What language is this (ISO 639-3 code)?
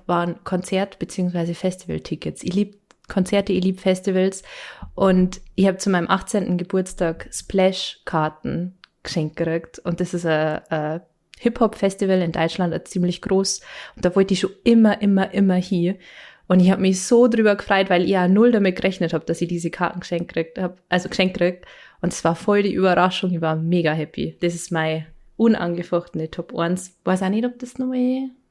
bar